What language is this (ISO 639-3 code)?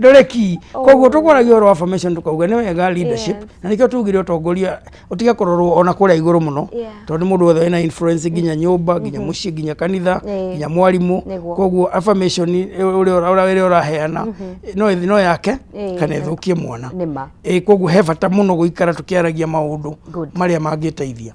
kik